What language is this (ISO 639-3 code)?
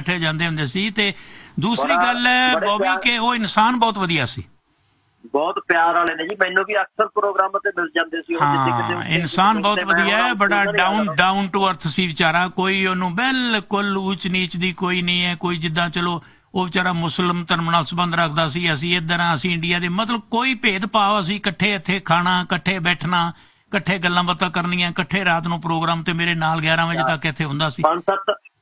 pan